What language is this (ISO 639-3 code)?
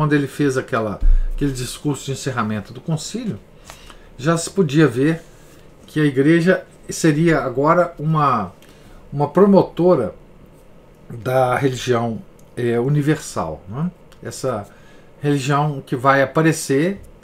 por